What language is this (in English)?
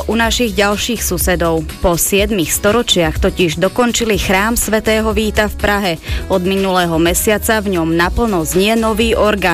Slovak